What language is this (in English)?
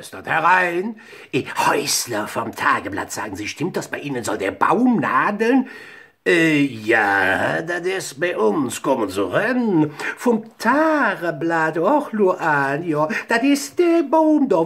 Colognian